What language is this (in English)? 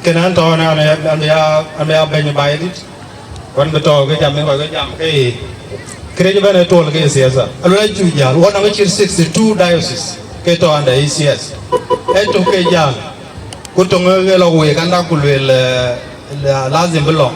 Dinka